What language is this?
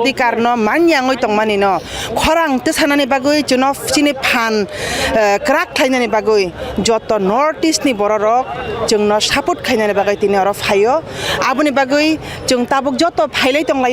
Kok Borok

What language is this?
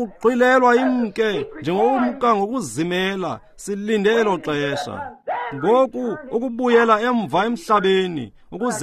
Xhosa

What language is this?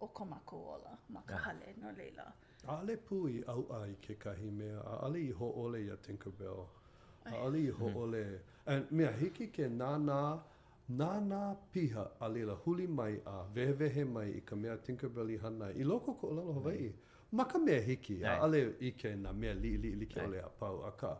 Hawaiian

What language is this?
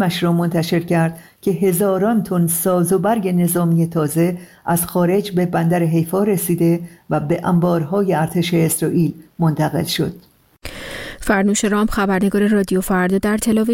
Persian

